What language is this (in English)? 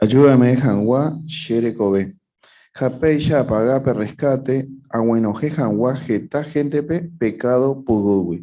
Guarani